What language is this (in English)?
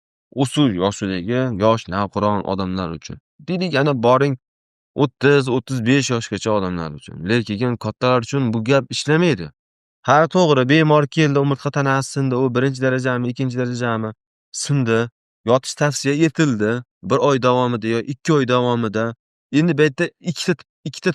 Uzbek